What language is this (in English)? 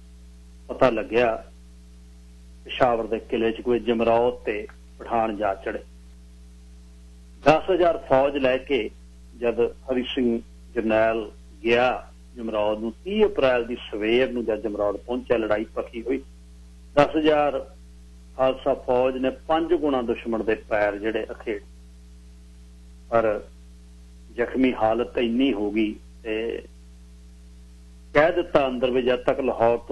Punjabi